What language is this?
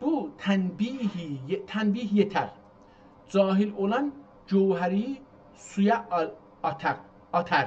South Azerbaijani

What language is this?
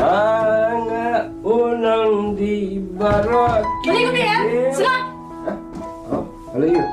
Khasi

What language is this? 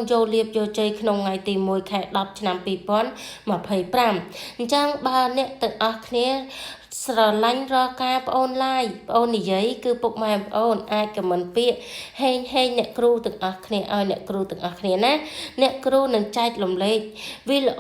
Khmer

